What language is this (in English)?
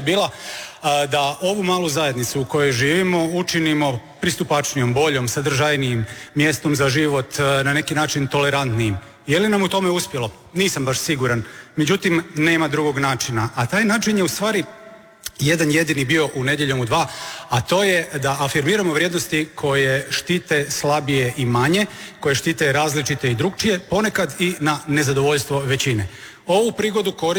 Croatian